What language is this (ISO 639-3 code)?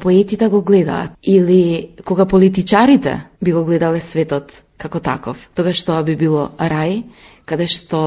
mkd